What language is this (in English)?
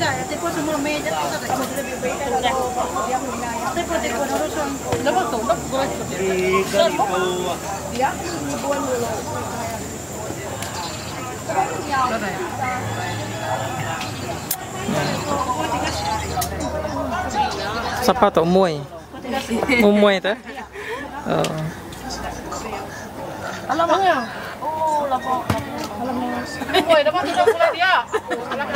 Malay